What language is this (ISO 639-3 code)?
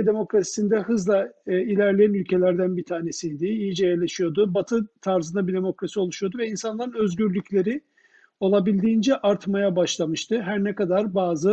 tur